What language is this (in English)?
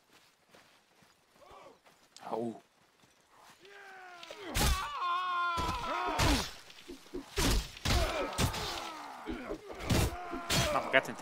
Romanian